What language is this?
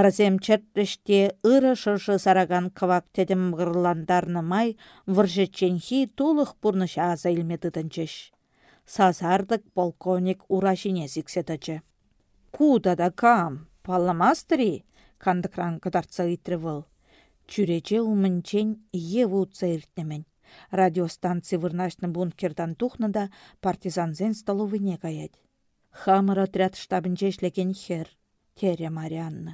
Chuvash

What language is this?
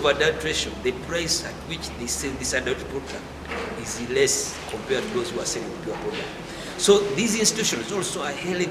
Nyankole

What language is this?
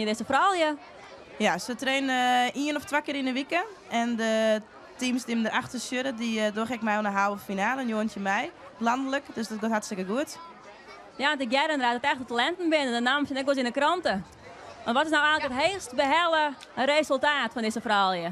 Western Frisian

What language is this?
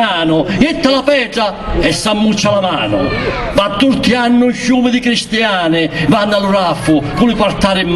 Sicilian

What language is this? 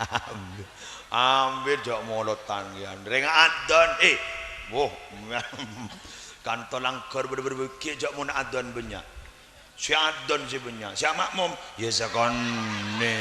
Madurese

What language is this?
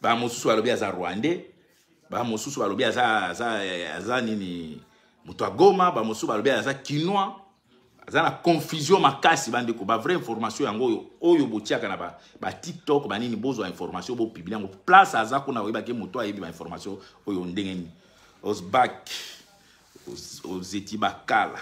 Lingala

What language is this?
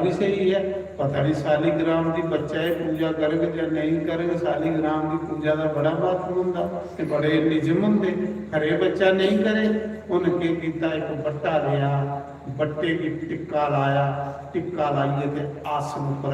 Dogri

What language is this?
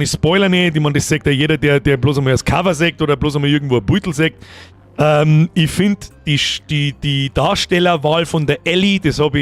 Bavarian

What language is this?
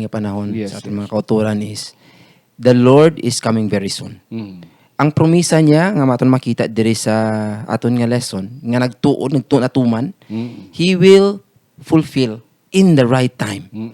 Hiligaynon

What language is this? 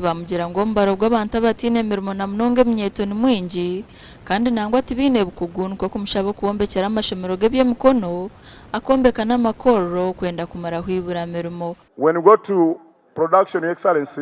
Nyankole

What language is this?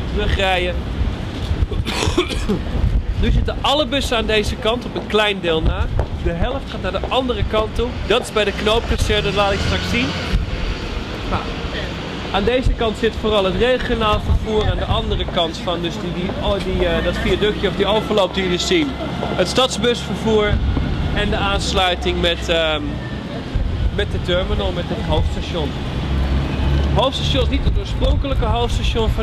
Dutch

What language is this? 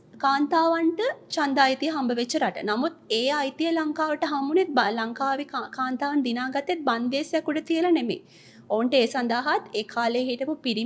Sinhala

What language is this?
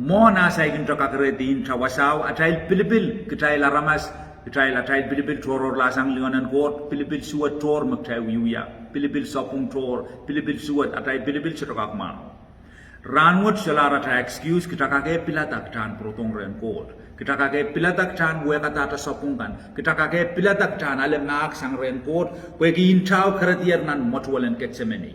Pohnpeian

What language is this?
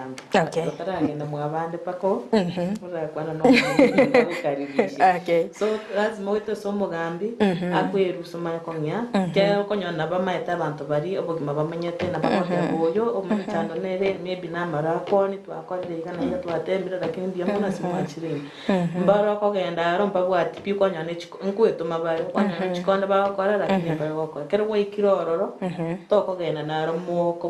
Gusii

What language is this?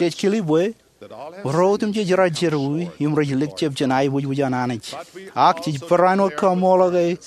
Marshallese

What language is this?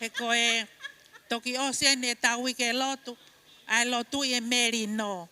Tongan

